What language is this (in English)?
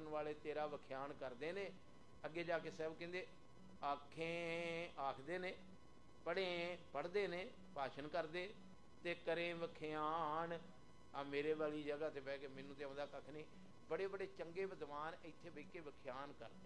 Punjabi